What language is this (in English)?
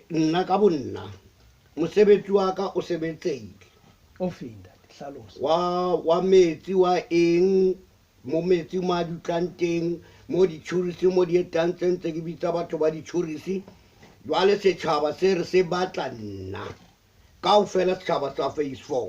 Southern Sotho